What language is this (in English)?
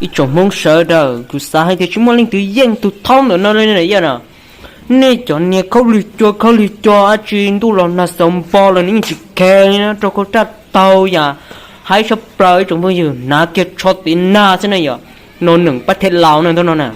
Hmong